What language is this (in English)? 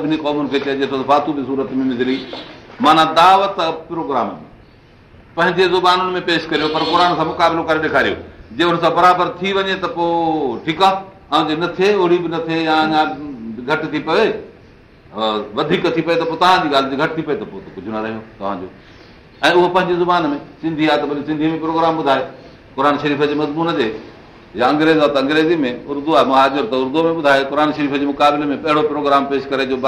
Sindhi